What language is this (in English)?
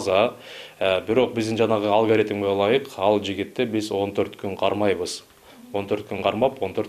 Kyrgyz